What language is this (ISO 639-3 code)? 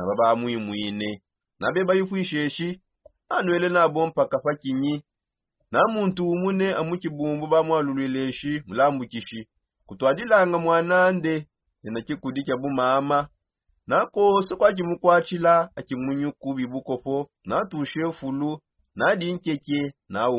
sop